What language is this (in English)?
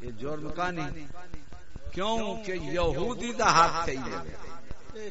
Saraiki